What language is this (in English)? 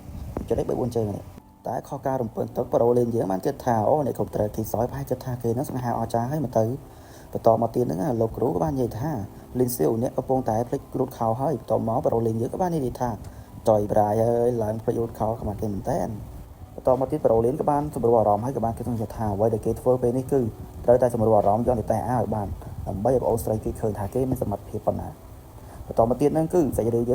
Khmer